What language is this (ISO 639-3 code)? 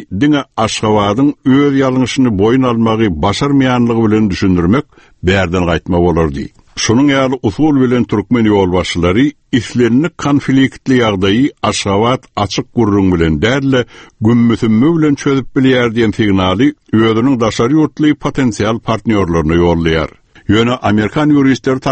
tuk